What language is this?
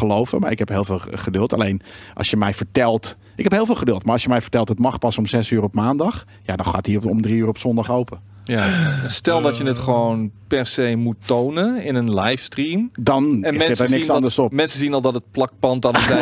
Dutch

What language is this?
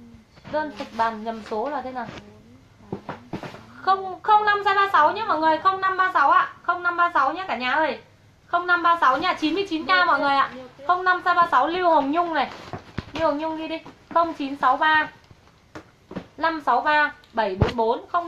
Vietnamese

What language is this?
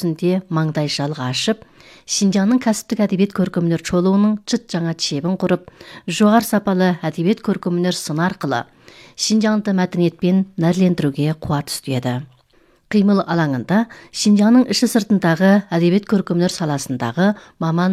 Kazakh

